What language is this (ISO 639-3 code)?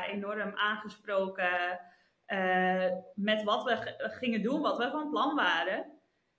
nld